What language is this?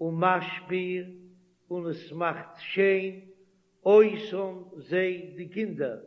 Yiddish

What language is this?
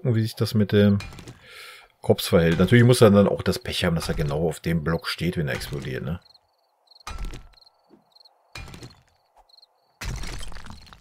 German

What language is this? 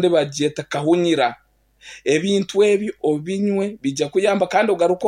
Nyankole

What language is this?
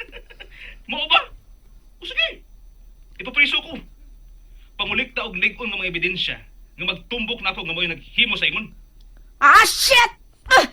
Cebuano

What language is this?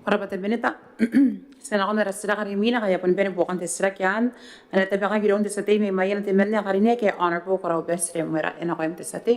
Gilbertese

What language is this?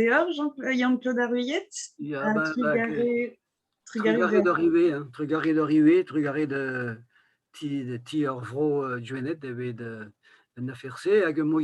Breton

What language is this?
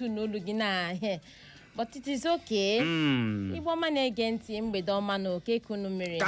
Igbo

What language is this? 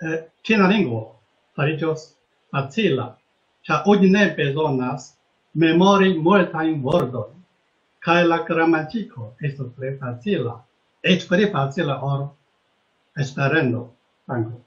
Esperanto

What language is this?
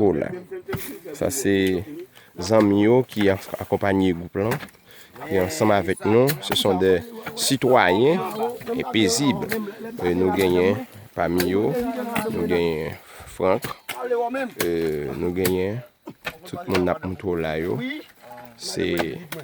Haitian Creole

